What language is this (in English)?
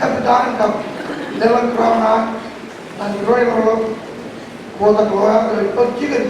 Marshallese